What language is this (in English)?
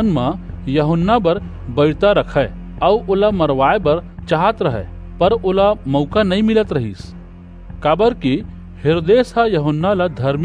Chhattisgarhi